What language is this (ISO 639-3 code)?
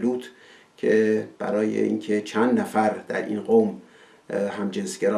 fas